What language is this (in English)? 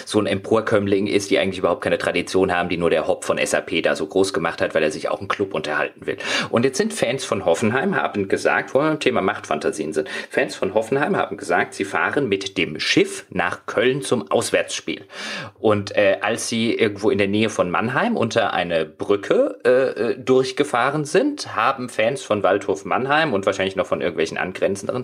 German